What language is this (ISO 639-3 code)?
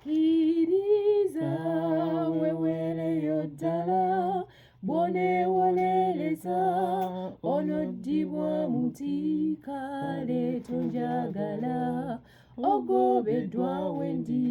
lug